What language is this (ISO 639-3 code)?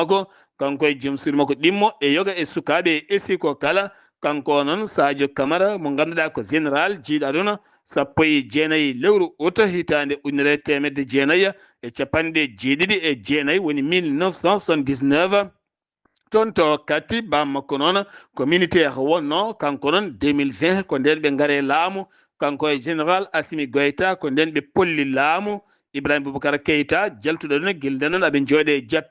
ful